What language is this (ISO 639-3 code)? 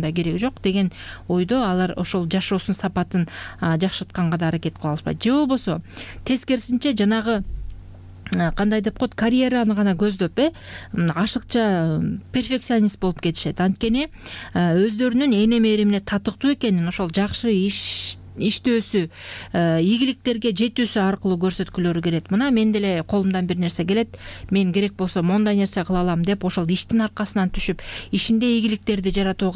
kir